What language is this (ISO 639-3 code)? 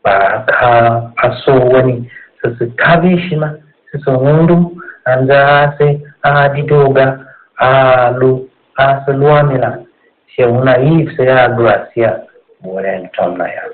tiv